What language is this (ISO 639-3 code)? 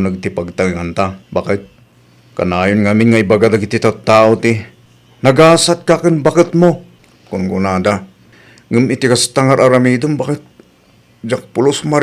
ilo